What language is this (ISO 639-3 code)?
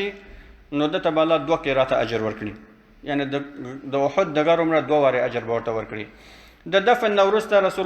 pus